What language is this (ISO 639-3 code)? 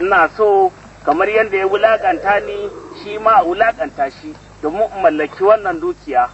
hau